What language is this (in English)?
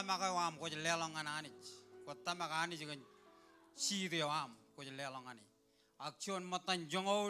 Marshallese